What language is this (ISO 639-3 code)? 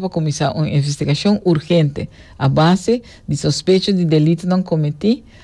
pap